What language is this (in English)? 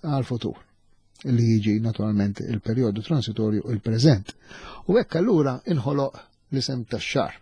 Maltese